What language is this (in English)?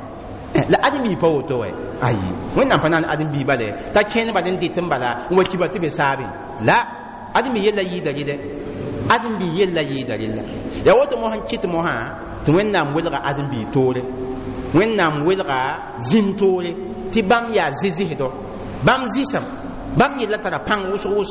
Mossi